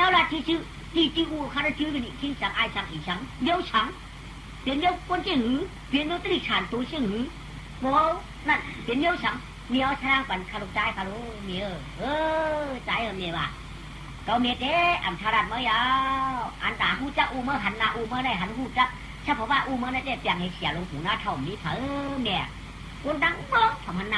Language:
Shan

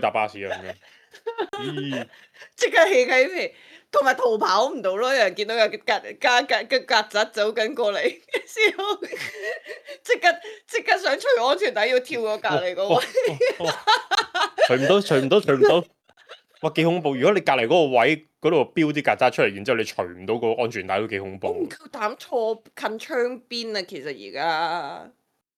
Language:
Cantonese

